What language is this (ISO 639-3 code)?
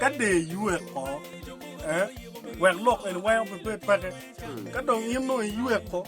ach